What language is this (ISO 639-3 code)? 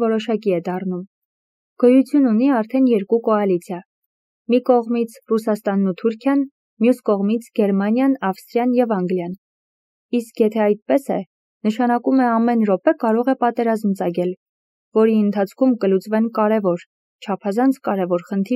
hye